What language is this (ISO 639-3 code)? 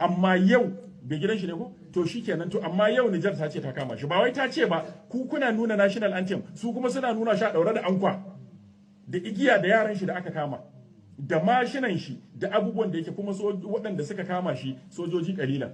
hau